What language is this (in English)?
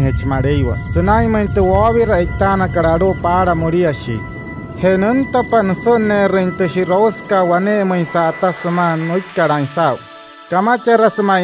Wayuu